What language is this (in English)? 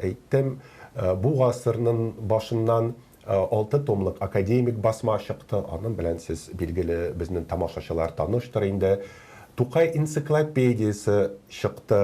Tatar